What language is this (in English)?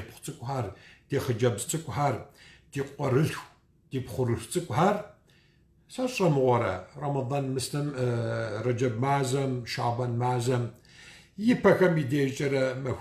Kabardian